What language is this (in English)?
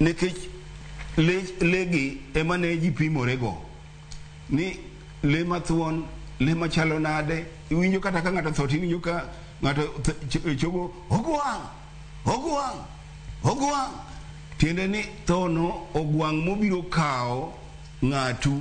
Luo (Kenya and Tanzania)